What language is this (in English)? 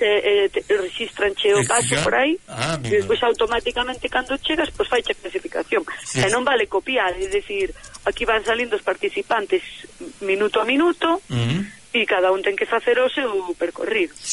Galician